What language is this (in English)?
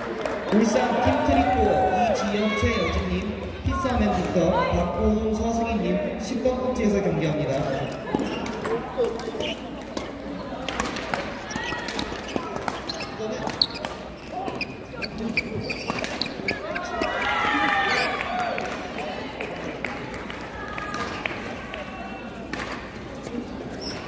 Korean